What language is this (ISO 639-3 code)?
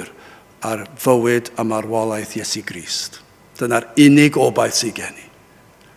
cym